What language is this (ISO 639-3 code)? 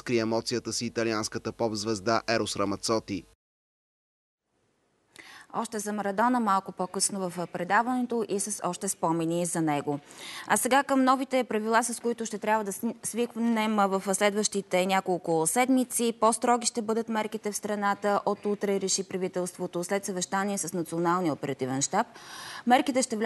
bul